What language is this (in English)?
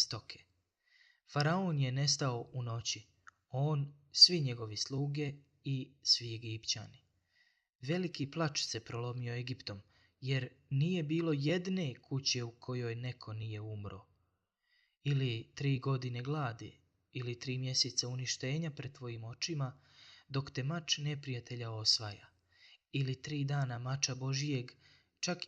Bosnian